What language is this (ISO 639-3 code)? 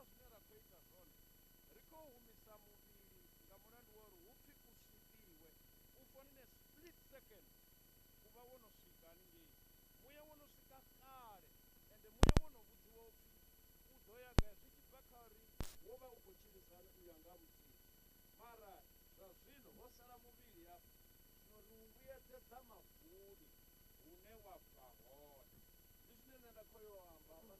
ven